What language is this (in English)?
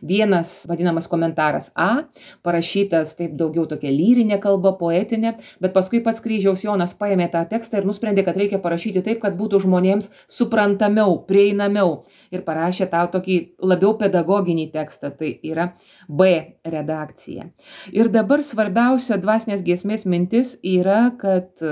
Lithuanian